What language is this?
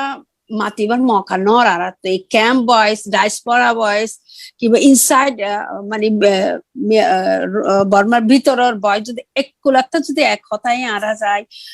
Rohingya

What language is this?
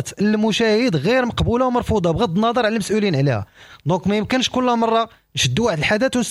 Moroccan Arabic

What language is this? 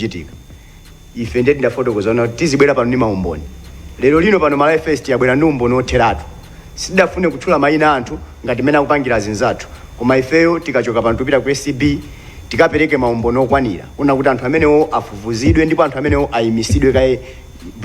Nyanja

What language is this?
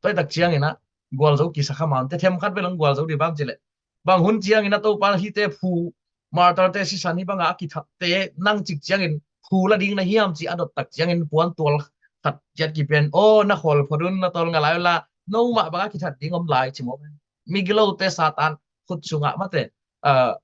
Tedim Chin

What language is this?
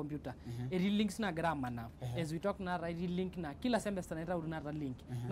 Masai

